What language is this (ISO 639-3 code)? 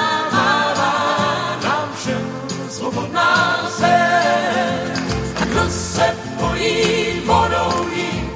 ces